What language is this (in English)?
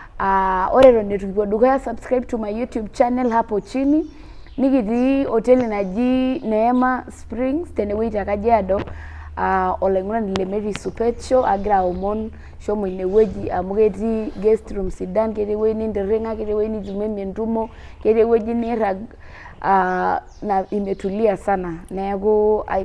Masai